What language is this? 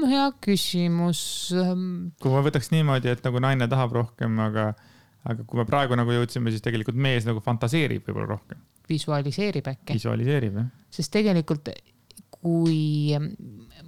Estonian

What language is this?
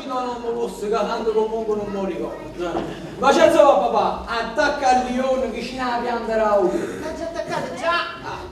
Neapolitan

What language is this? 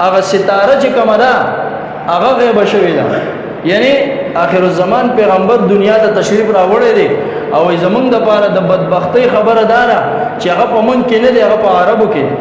Pashto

